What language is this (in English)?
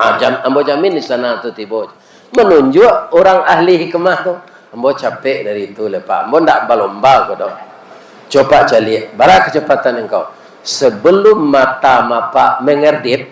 Minangkabau